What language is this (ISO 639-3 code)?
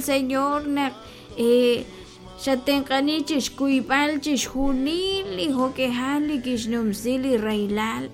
kek